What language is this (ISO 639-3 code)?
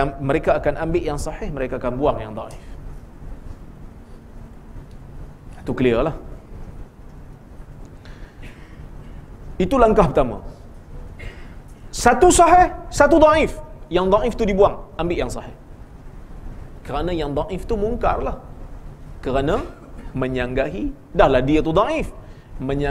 msa